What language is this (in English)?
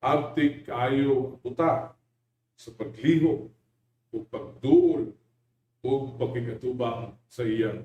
Cebuano